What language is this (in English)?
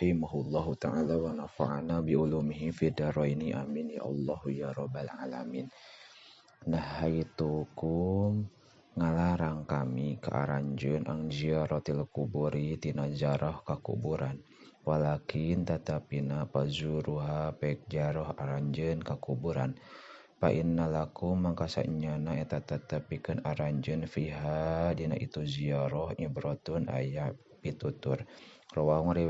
Sundanese